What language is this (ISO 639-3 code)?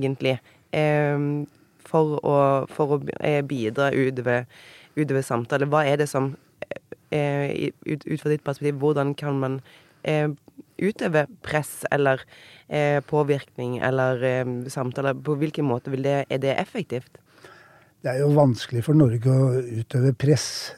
nor